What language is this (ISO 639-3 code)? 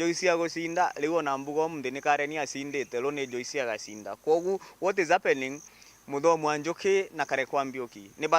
mer